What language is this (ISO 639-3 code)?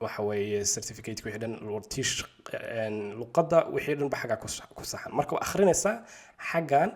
som